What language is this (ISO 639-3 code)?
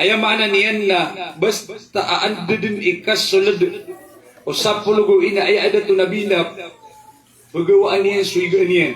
mrw